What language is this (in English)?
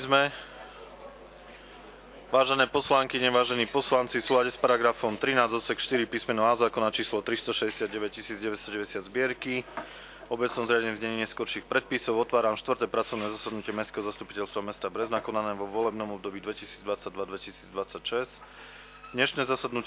Slovak